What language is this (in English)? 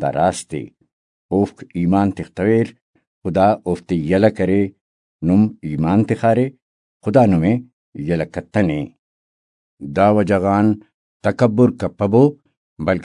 Brahui